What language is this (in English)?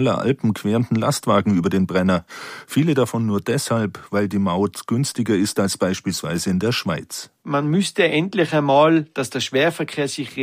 German